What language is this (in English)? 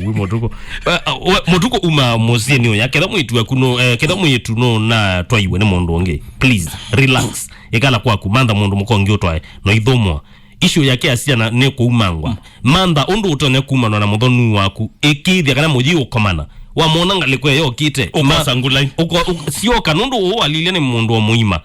Kamba